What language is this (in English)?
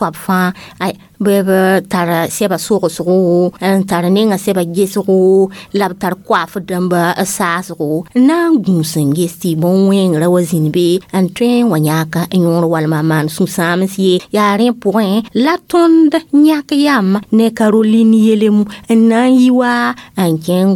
Mossi